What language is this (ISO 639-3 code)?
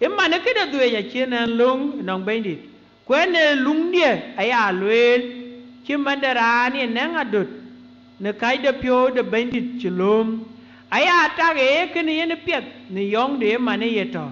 din